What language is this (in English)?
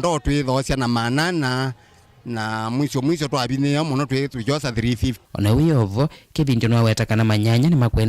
Kamba